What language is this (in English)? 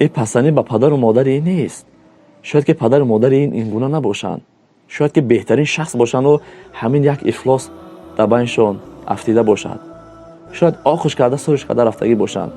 Tajik